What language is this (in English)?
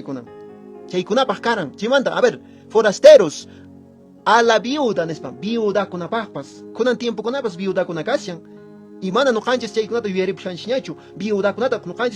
Quechua